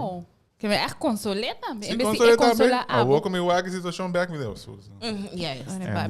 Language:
Papiamento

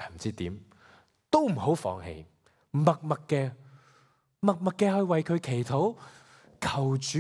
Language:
Cantonese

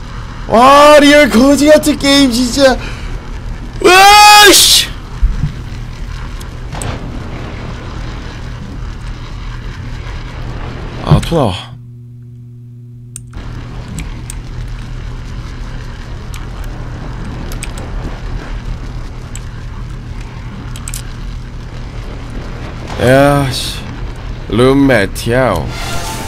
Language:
Korean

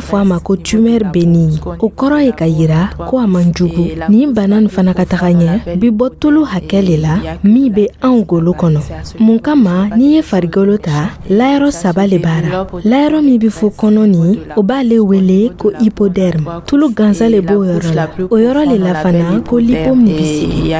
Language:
Dyula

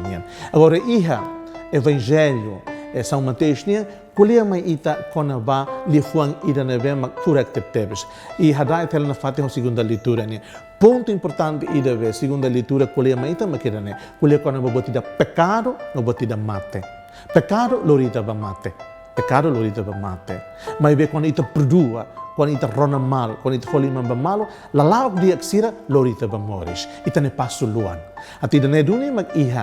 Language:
Tetum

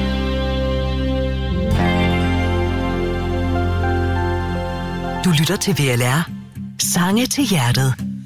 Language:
Danish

